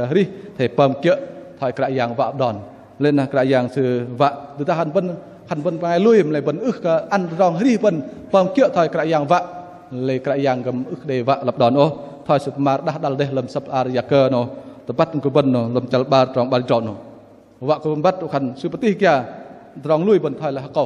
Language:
Bahnar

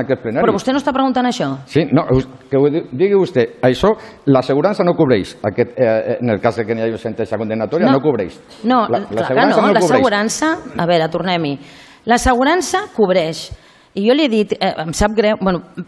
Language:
Catalan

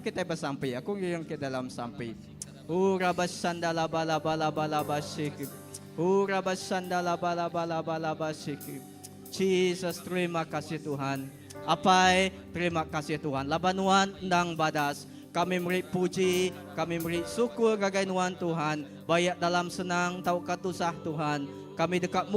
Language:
Iban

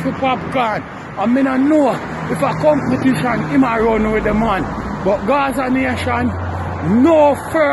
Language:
Jamaican Creole English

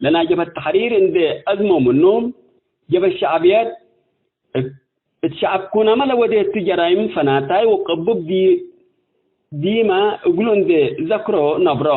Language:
Tigre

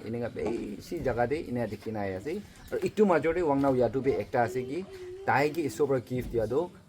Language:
Naga Pidgin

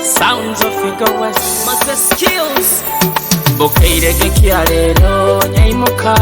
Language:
Nyoro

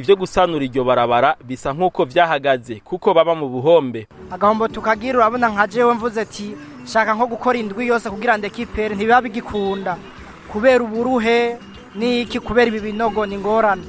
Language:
Rundi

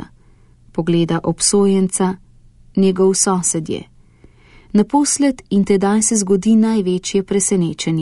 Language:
Slovenian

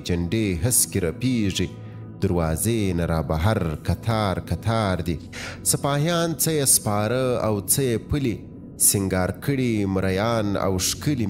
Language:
Pashto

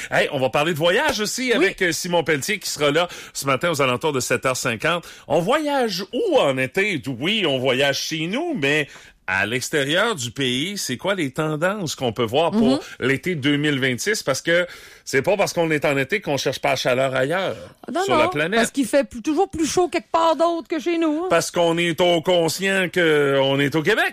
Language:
French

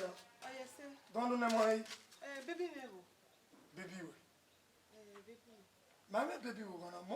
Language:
Bini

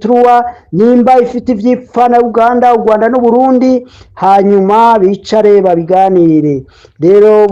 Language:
Rundi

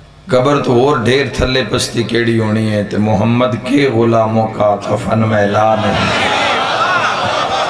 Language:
Western Panjabi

